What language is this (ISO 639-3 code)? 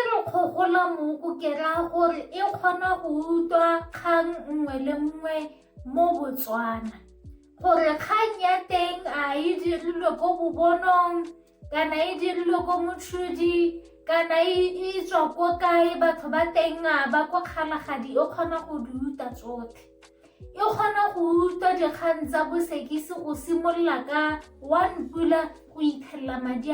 tsn